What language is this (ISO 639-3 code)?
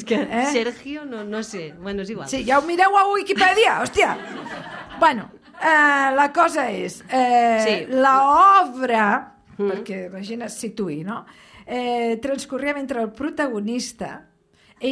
cat